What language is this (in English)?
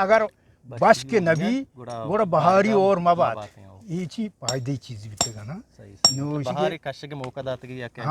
Eastern Balochi